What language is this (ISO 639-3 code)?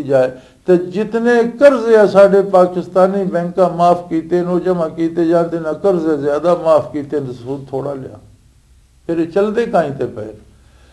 lah